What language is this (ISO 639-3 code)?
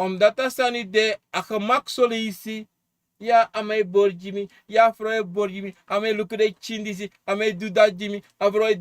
srn